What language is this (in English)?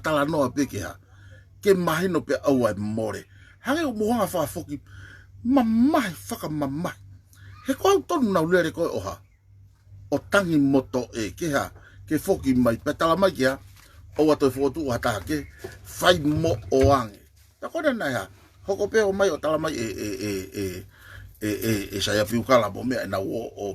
Tongan